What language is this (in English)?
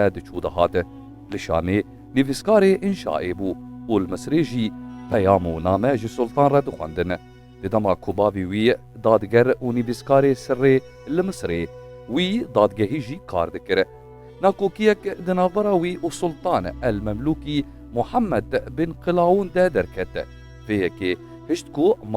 Kurdish